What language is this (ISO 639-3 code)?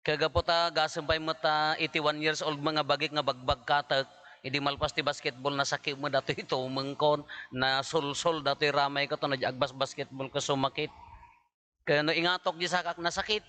ilo